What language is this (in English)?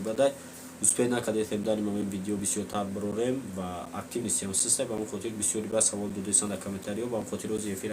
Tajik